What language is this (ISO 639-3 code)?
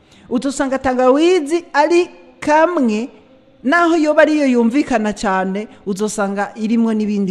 run